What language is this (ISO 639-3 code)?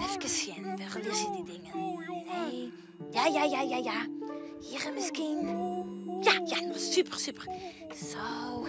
fry